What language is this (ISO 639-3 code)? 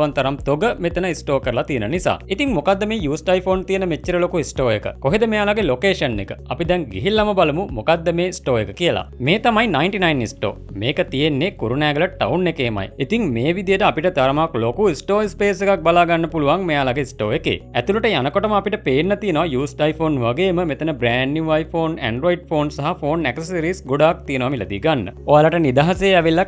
sin